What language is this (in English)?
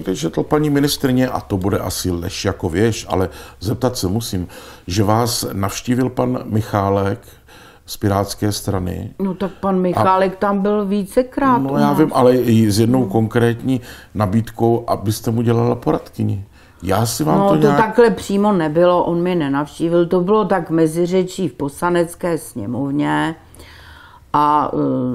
Czech